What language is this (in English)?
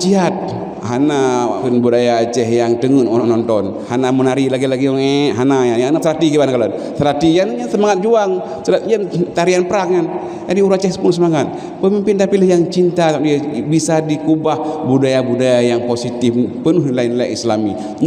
Achinese